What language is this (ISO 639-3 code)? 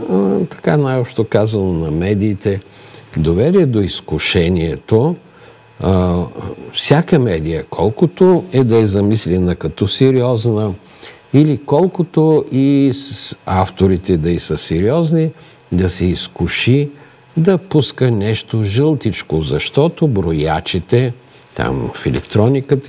bul